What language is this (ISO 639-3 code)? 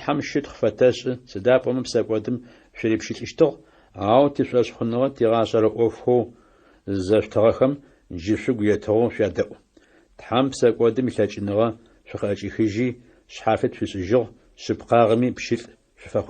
ady